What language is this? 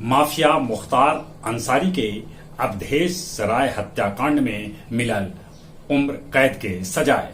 Magahi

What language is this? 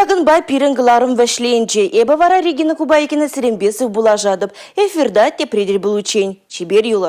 Chuvash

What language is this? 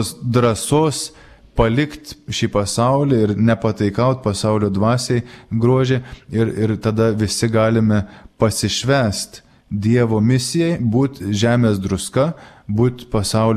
Lithuanian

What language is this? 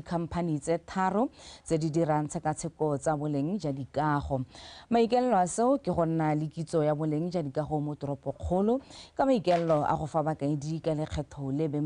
Tswana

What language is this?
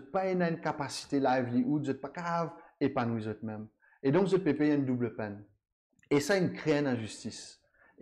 Morisyen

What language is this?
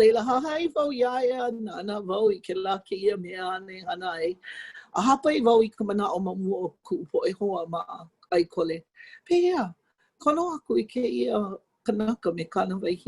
Hawaiian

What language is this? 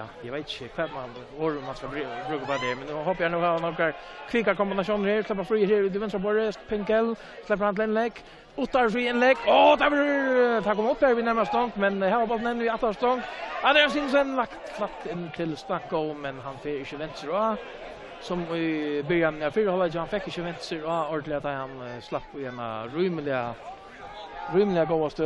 Faroese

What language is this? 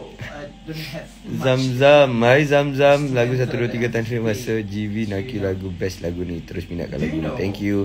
Malay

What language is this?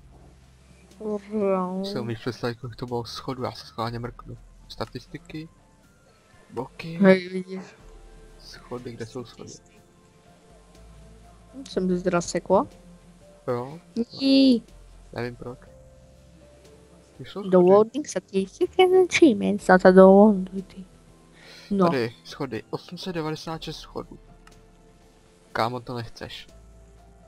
Czech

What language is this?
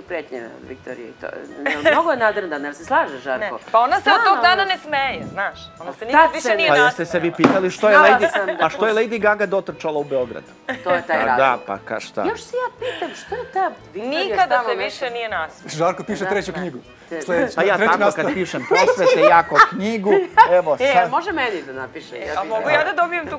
Serbian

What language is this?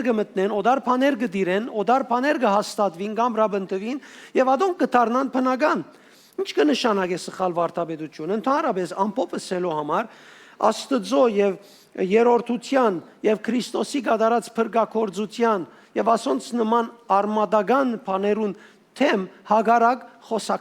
Western Armenian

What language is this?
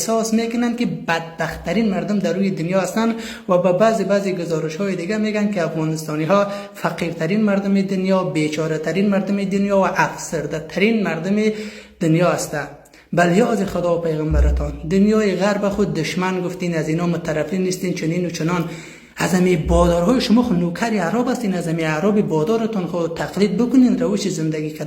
Persian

